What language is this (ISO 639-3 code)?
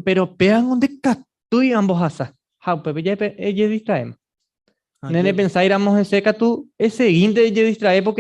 grn